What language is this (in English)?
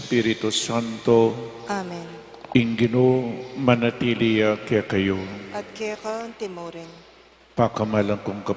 Pampanga